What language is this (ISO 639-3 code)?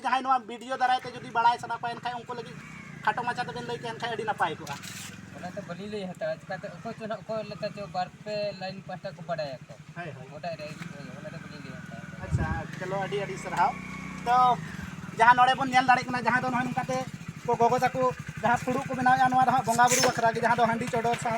sat